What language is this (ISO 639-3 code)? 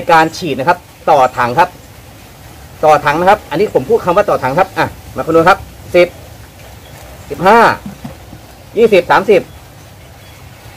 tha